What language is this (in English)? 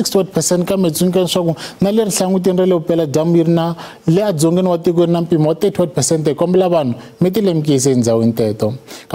Tsonga